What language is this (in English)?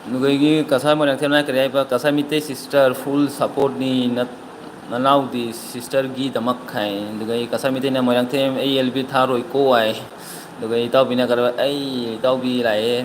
Manipuri